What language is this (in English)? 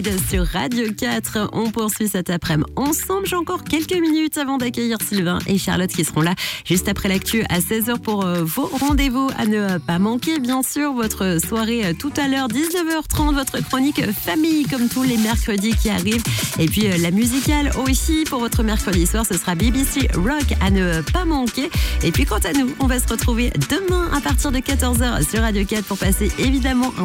French